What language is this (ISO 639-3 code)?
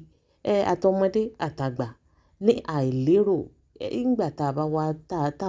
yor